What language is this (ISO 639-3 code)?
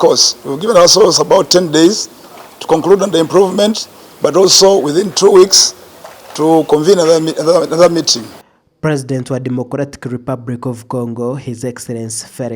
nyn